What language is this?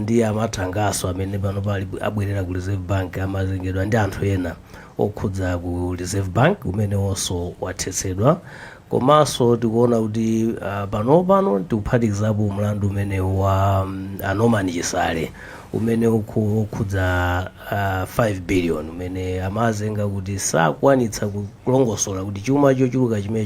Nyanja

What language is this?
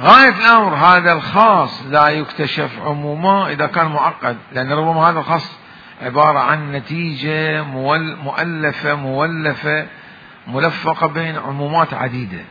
Mesopotamian Arabic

